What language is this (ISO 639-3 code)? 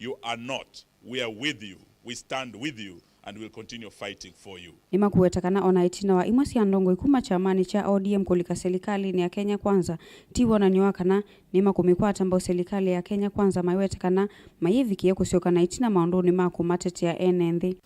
kam